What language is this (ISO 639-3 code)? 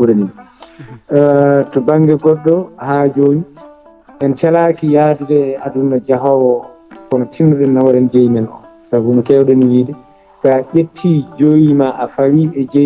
ful